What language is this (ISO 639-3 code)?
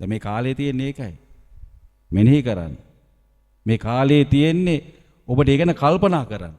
sin